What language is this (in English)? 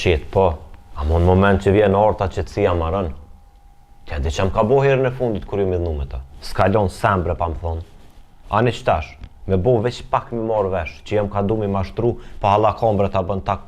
Albanian